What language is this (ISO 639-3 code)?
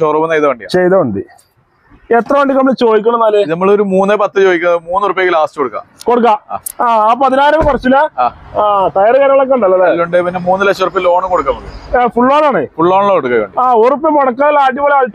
mal